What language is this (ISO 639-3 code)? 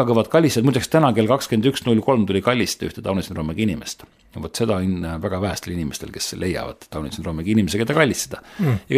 est